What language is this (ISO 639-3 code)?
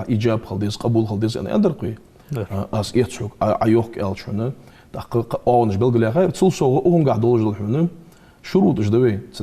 inh